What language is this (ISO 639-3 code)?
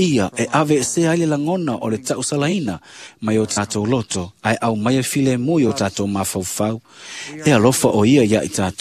smo